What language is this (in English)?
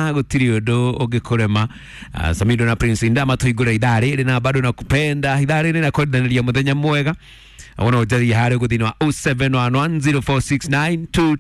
Kikuyu